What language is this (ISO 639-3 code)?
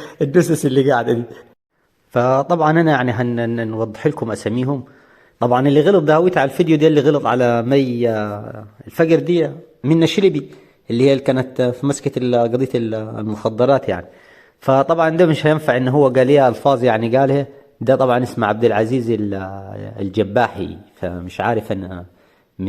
arz